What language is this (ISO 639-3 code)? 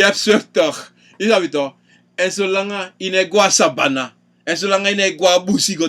srn